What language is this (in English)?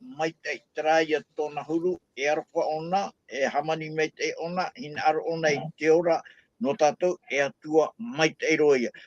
Tahitian